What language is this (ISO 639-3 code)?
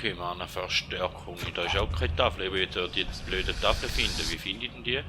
gsw